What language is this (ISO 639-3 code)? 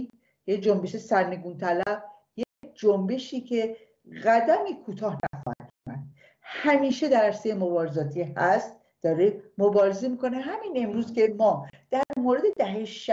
fas